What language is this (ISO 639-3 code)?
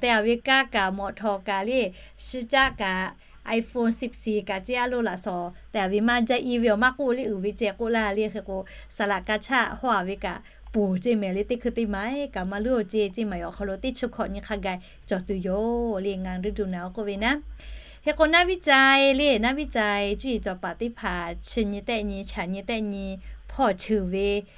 lhu